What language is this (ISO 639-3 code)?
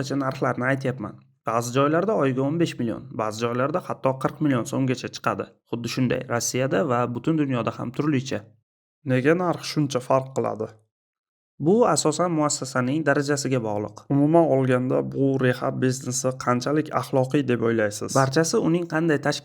uzb